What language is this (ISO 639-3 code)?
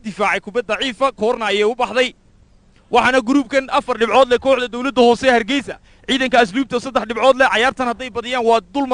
som